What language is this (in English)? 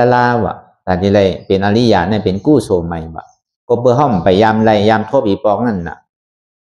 Shan